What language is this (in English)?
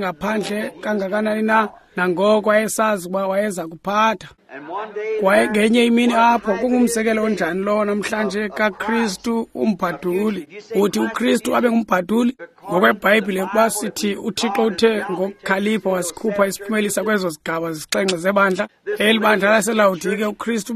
Xhosa